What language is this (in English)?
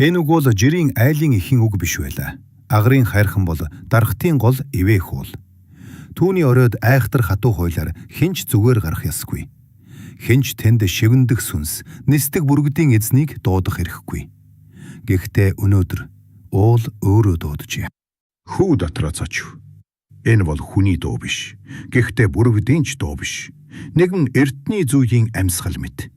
Mongolian